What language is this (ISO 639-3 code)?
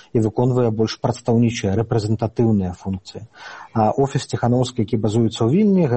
bel